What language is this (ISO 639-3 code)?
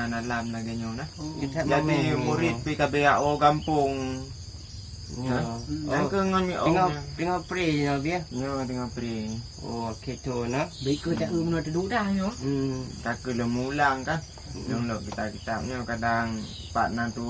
ace